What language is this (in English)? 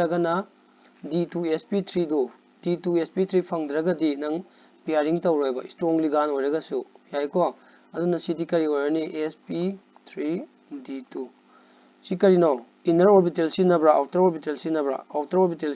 Manipuri